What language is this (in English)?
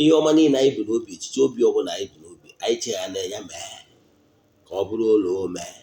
Igbo